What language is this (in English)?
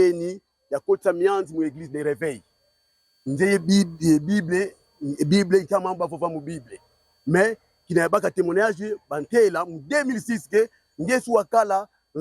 Kongo